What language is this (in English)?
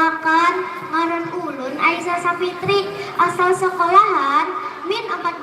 Banjar